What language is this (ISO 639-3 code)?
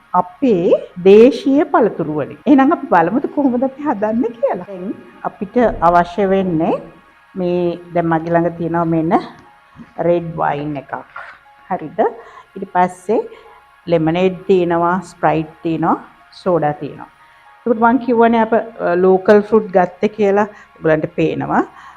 sin